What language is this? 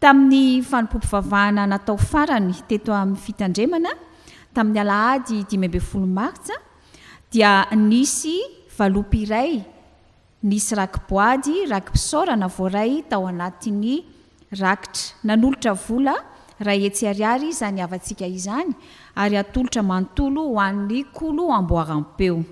Malagasy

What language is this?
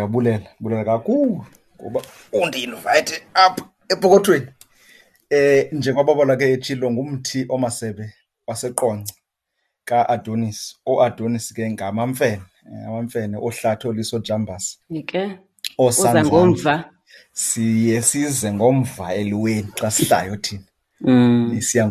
Xhosa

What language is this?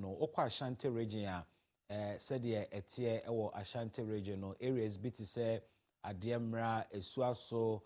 Akan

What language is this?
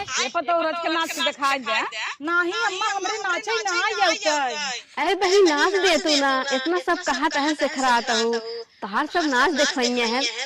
Awadhi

